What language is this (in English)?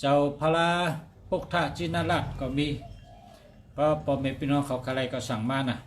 Shan